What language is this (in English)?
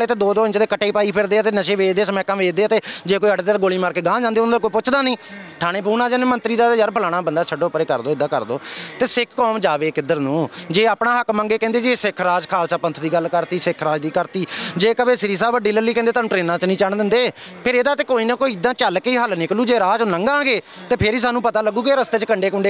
Punjabi